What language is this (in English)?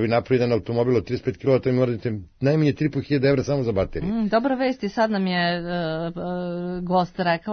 Serbian